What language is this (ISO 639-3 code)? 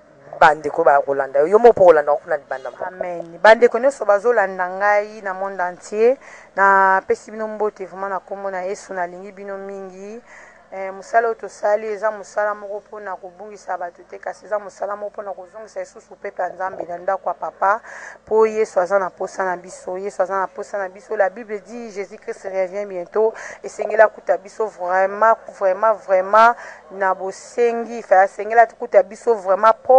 lin